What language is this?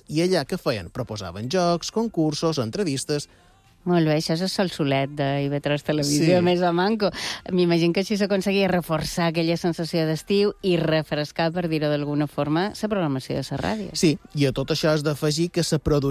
Catalan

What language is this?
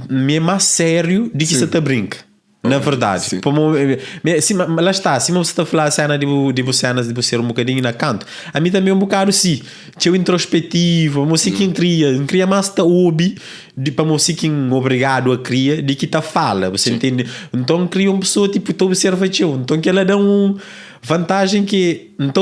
Kabuverdianu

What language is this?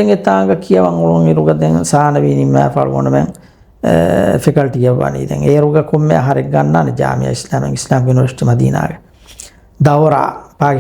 Divehi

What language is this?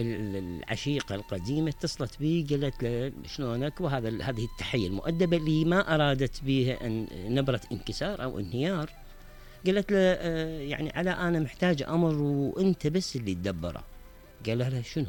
Mesopotamian Arabic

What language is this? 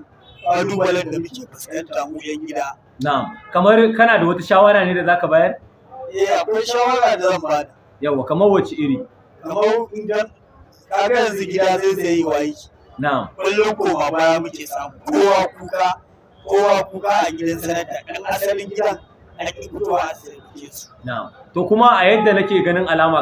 Hausa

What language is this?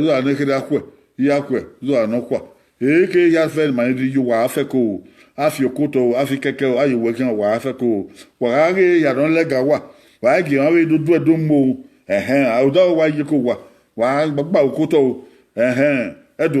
Bini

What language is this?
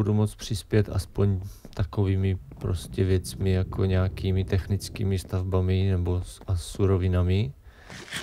Czech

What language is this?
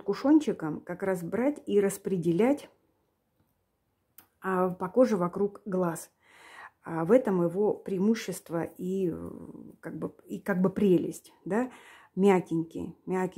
Russian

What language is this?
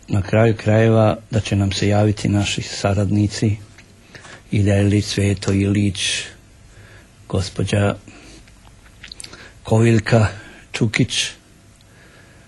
Serbian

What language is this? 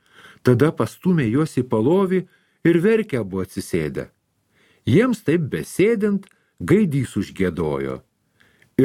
Lithuanian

